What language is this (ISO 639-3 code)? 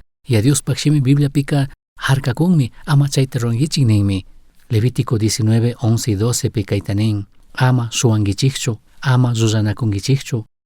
qug